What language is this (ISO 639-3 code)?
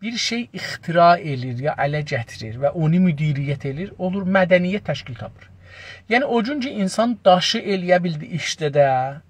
azb